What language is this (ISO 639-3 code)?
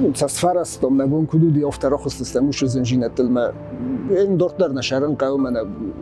oss